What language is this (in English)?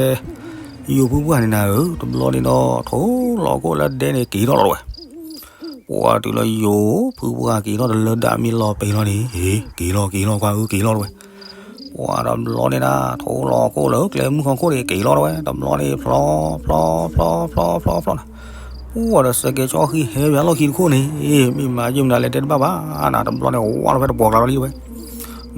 S'gaw Karen